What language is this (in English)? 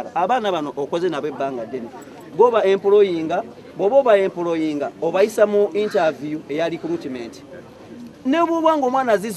Ganda